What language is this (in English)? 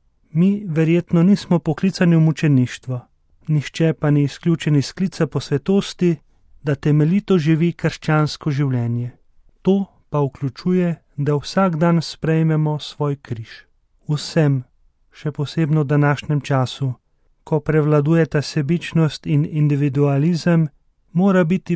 Slovenian